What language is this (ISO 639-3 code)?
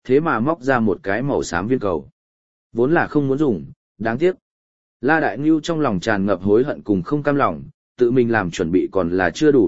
vie